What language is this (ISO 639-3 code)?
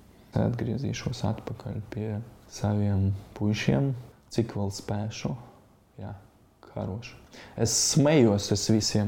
lav